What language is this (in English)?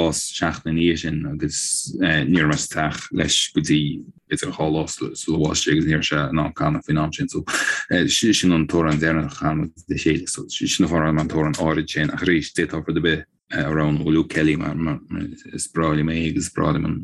Irish